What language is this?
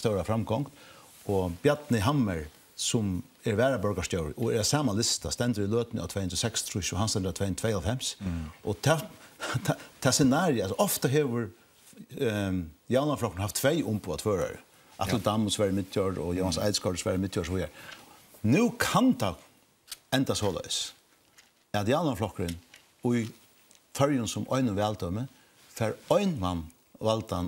Faroese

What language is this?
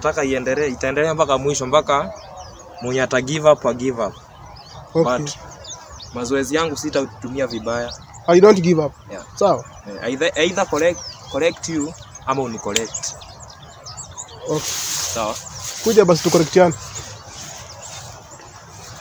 Swahili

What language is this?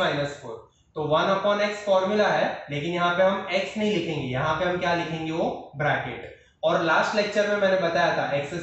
Hindi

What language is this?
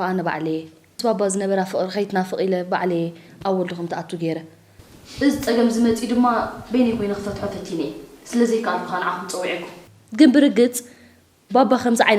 Tigrinya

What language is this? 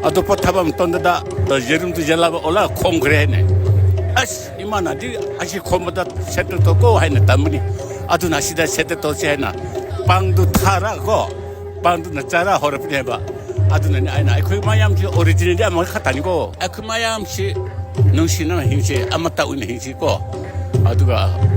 Manipuri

